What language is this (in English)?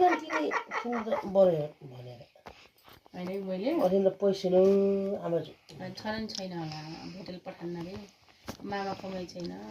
Nepali